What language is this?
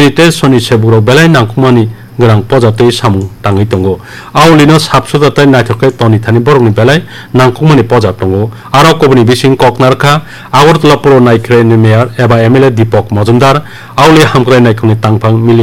Kok Borok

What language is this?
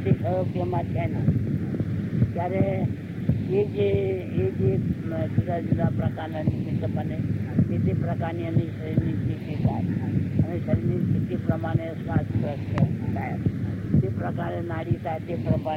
Gujarati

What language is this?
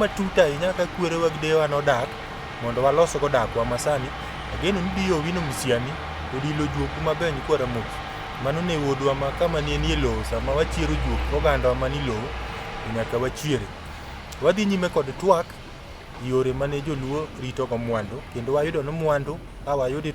Luo (Kenya and Tanzania)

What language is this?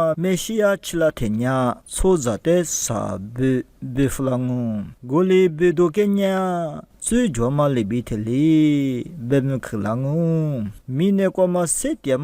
Lisu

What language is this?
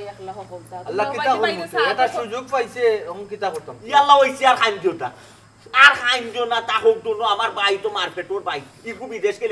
Sylheti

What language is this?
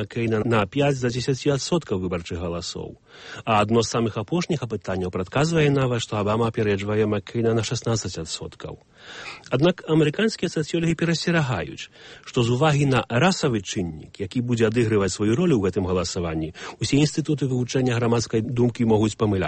Belarusian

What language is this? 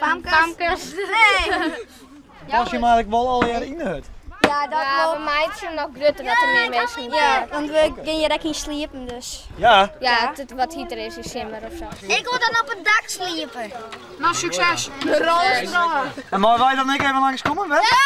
Western Frisian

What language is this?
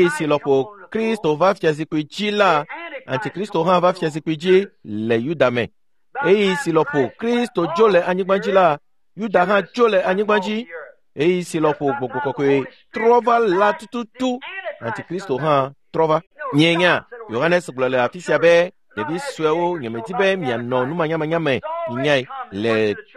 Ewe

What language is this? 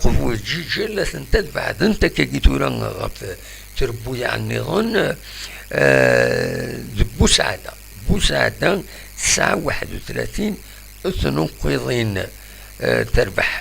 Kabyle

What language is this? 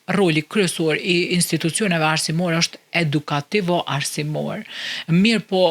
Albanian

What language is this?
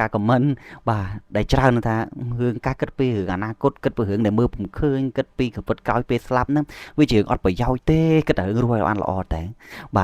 Khmer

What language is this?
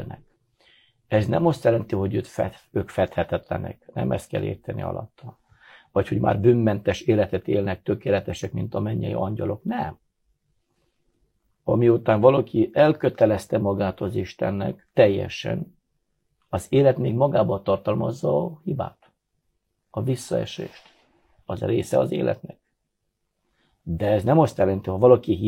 Hungarian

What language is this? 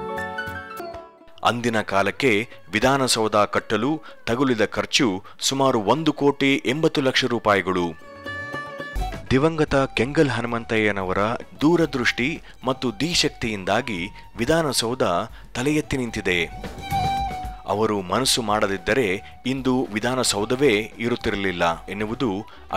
Kannada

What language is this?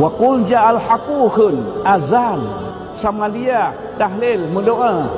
Achinese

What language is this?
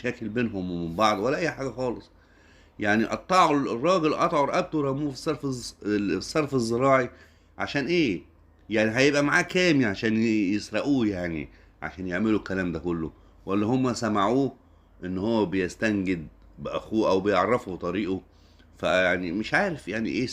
Egyptian Arabic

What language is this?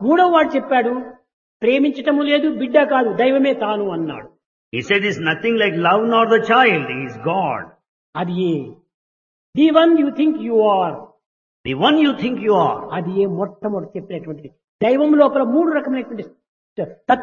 Telugu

